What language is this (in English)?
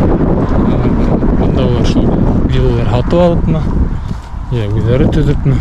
Bashkir